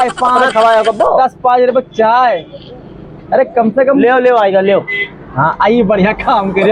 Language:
Awadhi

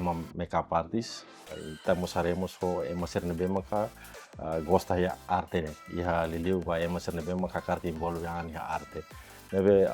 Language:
Tetum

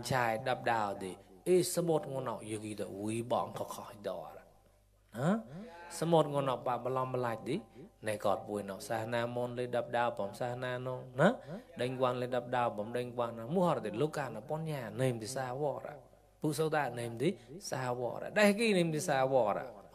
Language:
Mon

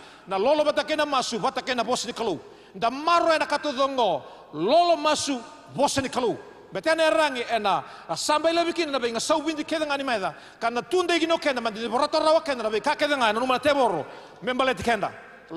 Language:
Fijian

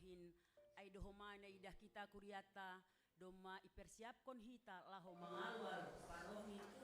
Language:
Batak Simalungun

